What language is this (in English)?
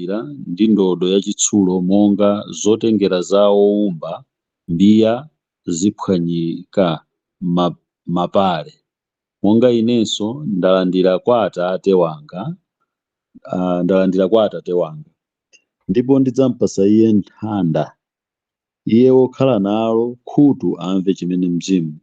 Nyanja